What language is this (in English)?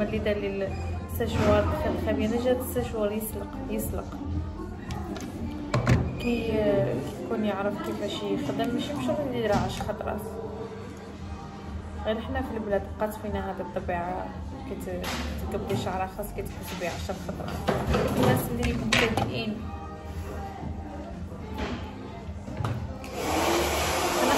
Algerian Arabic